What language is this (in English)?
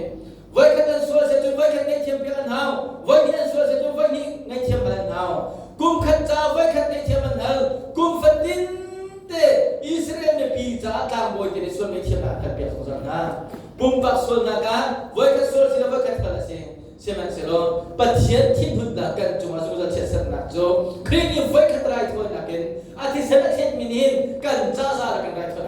Hakha Chin